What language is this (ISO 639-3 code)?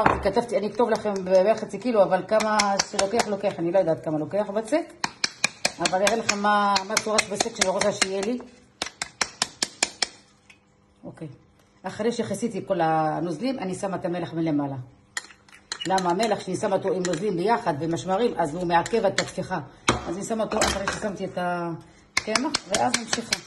heb